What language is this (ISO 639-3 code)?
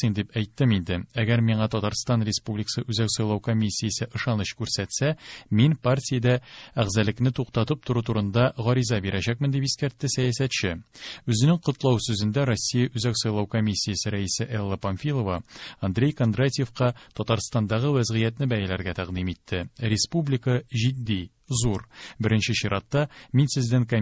tat